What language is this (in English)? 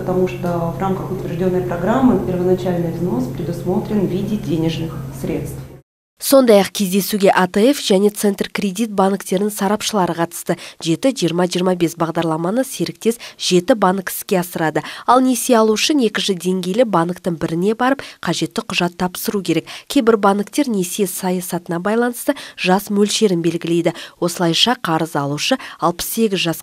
Kazakh